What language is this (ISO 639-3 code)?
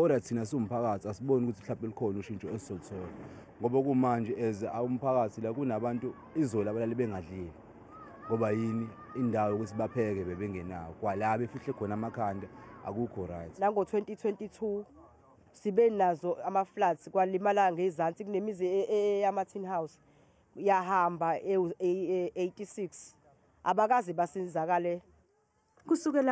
zul